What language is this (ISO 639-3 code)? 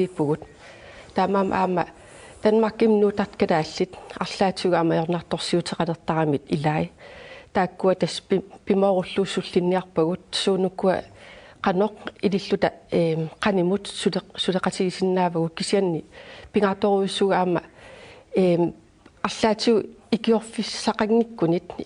kal